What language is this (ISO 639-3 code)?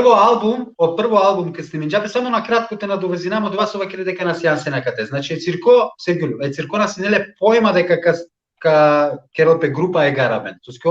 rmn